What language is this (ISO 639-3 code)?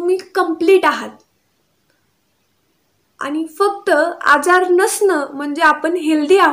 mar